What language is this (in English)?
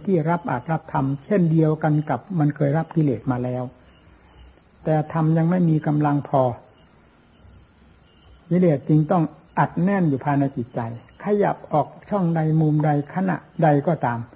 Thai